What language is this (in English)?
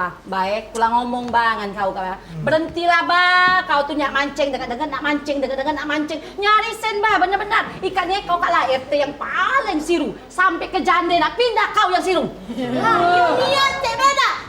Musi